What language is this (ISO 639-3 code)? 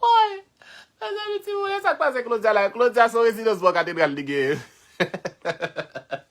hat